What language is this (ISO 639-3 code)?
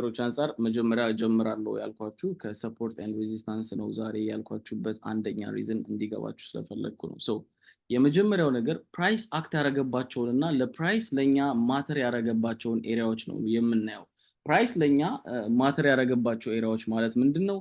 amh